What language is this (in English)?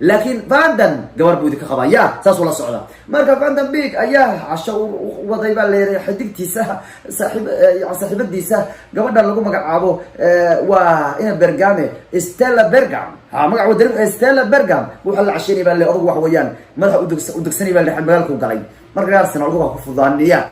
Somali